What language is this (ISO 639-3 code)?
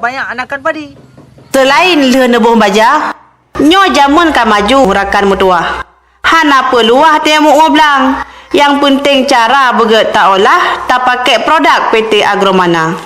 ace